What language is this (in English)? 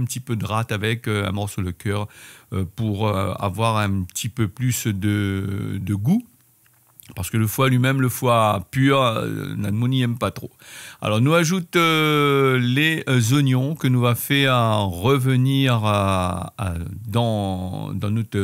Réunion Creole French